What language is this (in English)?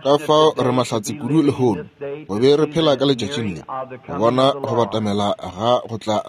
Northern Sotho